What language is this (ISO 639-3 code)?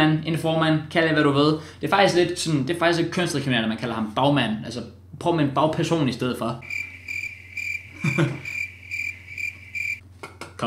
dan